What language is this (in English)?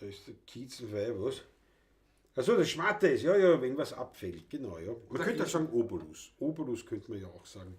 Bavarian